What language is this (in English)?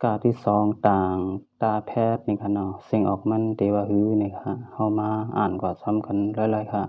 Shan